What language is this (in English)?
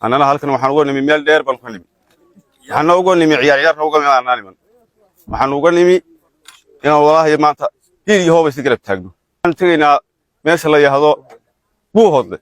Somali